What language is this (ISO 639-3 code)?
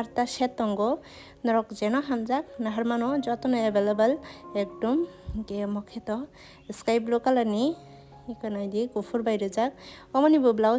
trp